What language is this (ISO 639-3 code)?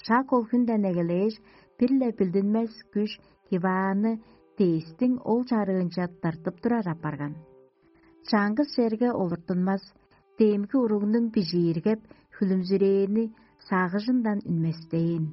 tyv